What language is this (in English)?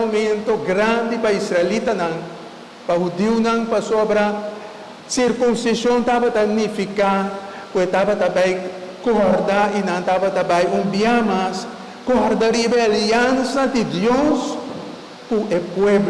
Papiamento